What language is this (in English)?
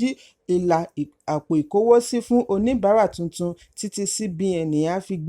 Yoruba